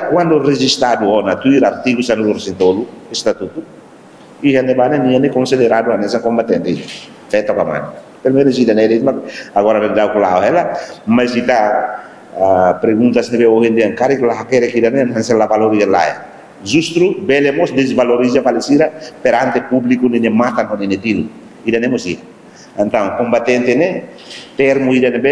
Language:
Tetum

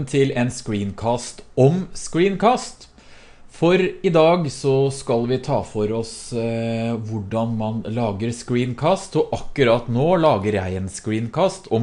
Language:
Norwegian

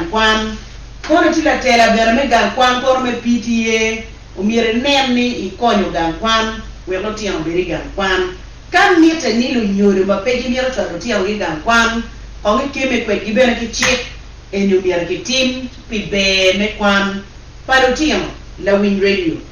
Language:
Acoli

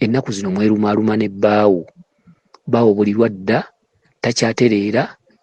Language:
Ganda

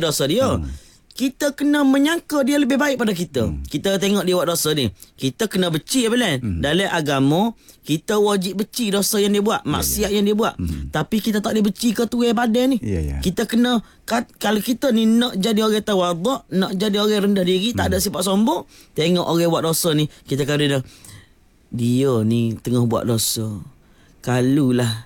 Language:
Malay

